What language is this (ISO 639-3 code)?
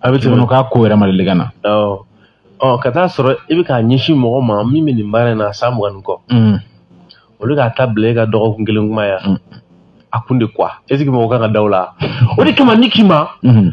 bam